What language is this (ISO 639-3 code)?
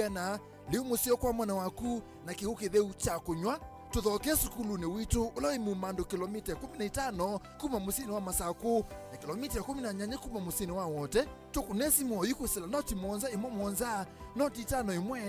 kam